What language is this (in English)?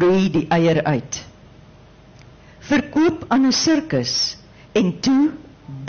Afrikaans